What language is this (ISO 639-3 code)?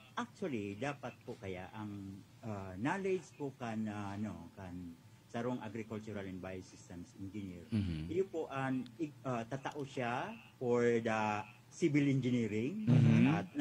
bik